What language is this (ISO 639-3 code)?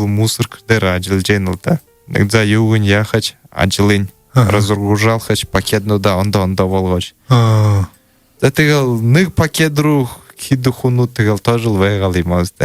bua